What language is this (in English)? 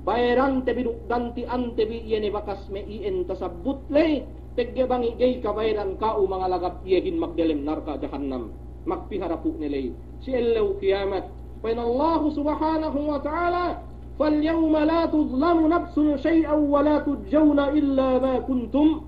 Yakan